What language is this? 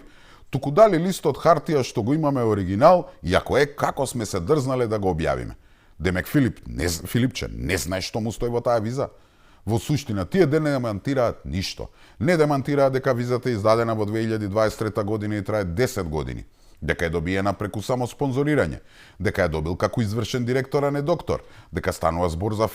Macedonian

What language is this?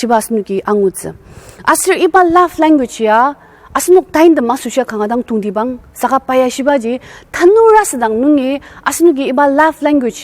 Ao Naga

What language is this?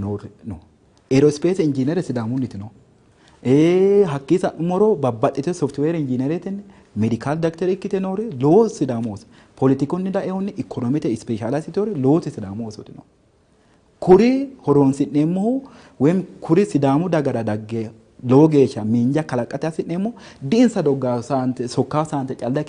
Sidamo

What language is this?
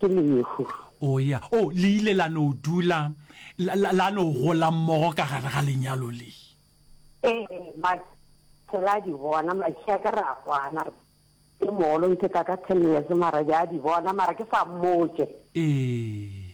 Northern Sotho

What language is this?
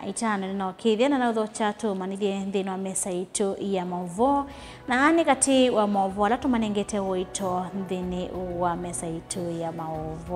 Kamba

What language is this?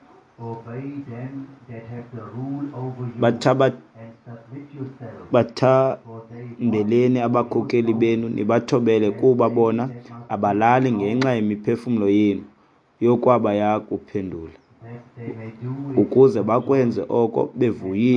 Xhosa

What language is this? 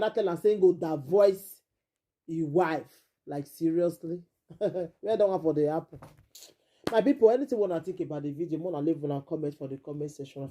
Nigerian Pidgin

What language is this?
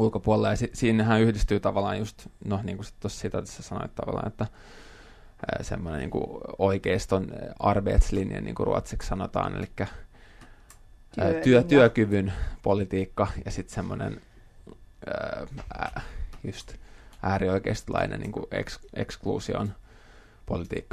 Finnish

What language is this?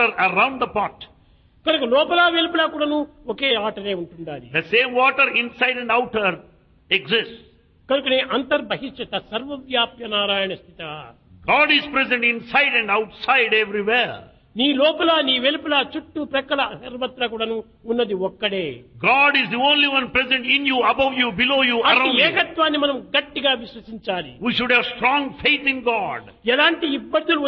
Telugu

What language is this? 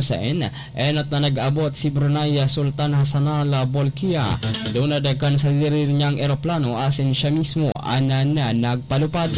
Bikol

